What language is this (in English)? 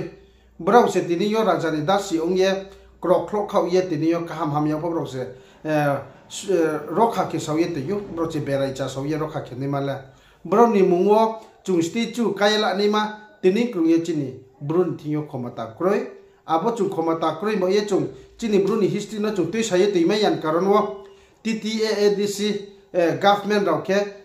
Riang (India)